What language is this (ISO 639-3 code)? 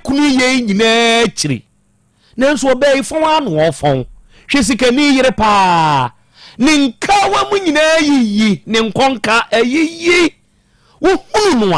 aka